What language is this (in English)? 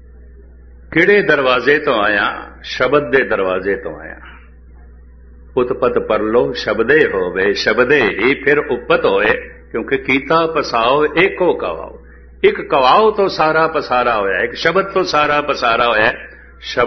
Punjabi